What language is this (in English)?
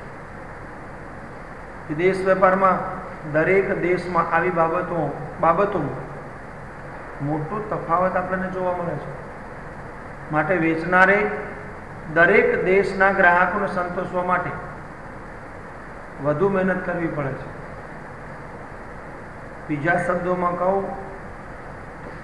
Gujarati